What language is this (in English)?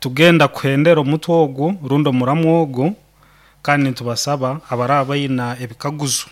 Nyankole